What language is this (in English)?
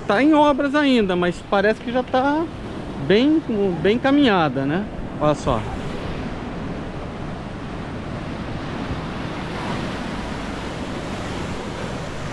Portuguese